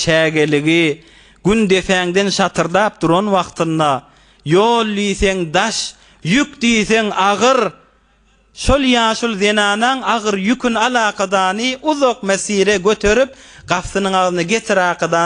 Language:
Turkmen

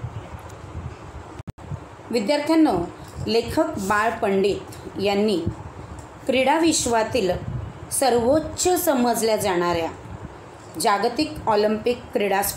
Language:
Marathi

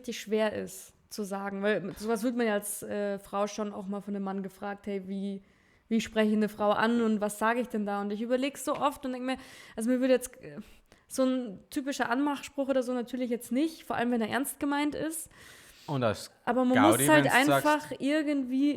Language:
Bavarian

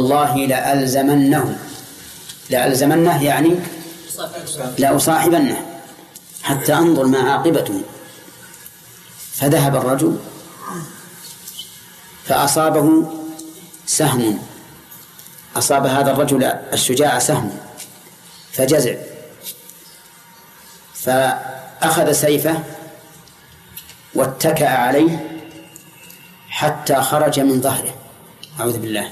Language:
Arabic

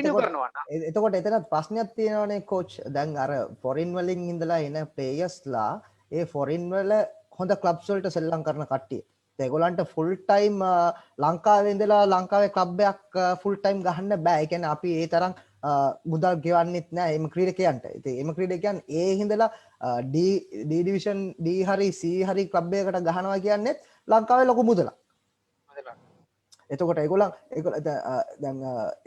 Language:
Sinhala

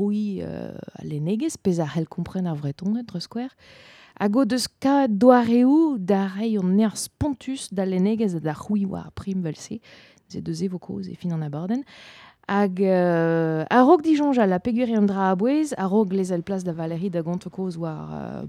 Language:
Breton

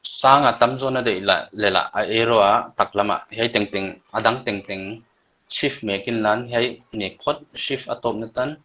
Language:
Paite Chin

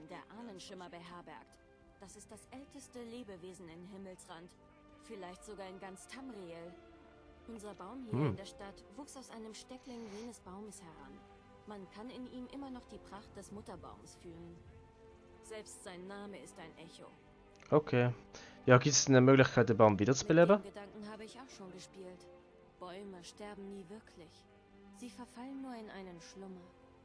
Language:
Swiss German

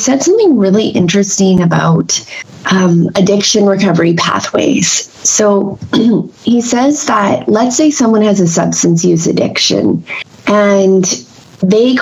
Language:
English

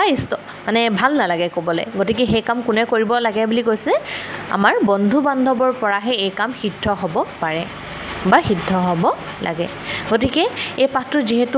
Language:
Assamese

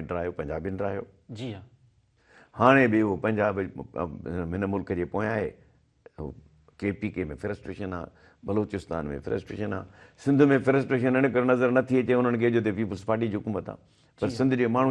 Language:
Sindhi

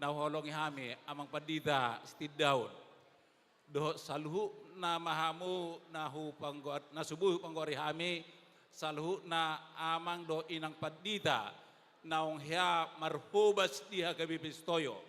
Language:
Batak Toba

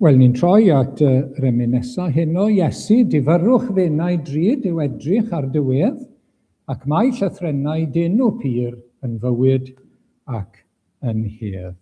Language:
Welsh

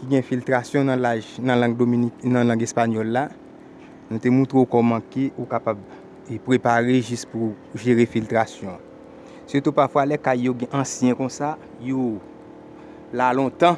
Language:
Haitian Creole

